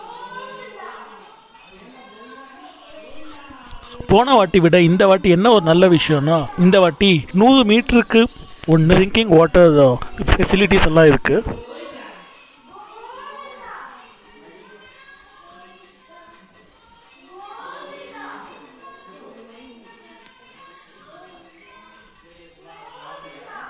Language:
Tamil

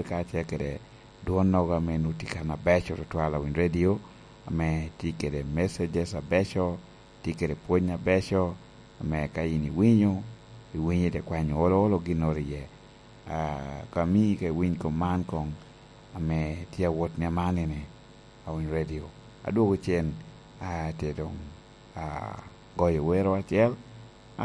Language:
Lango (Uganda)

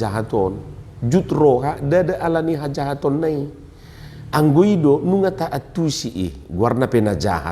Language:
Batak Toba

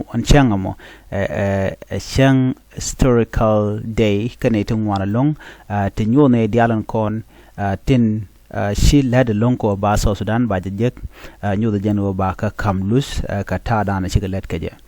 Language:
Nuer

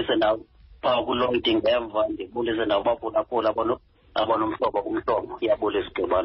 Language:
Xhosa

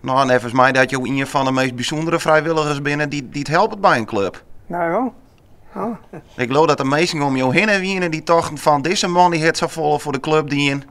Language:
Western Frisian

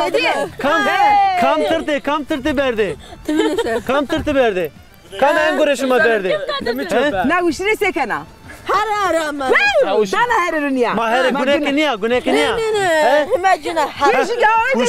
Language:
Zaza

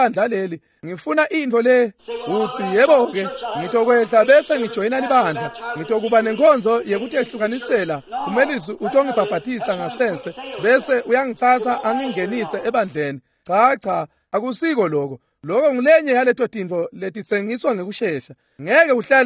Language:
Swati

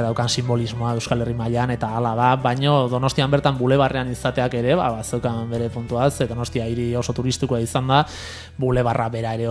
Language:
Basque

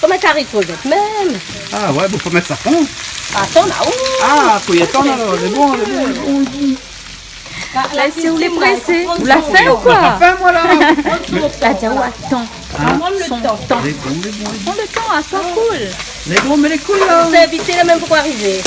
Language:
Réunion Creole French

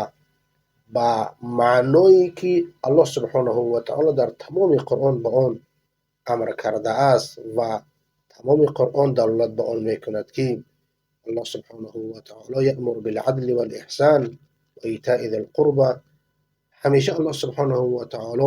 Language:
Persian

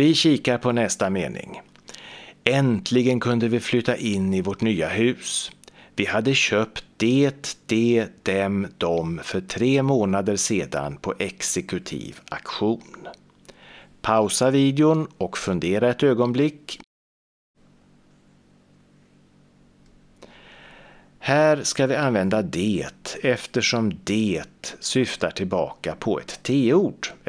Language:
Swedish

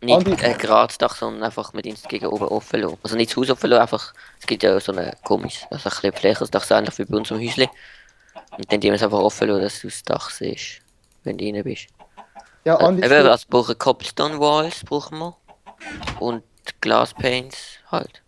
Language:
Swiss German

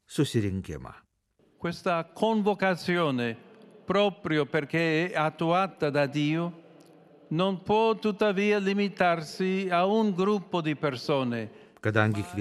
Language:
Lithuanian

